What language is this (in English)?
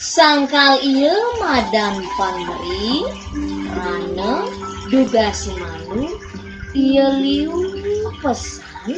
Balinese